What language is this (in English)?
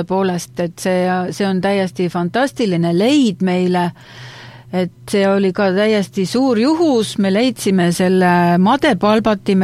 Estonian